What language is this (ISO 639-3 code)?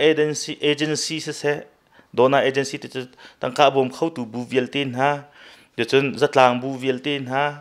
cnh